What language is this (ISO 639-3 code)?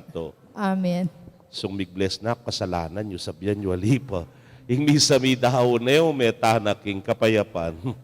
pam